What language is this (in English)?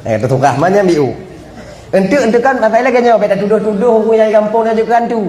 Achinese